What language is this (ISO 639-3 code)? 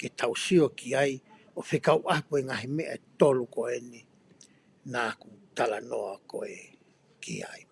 ton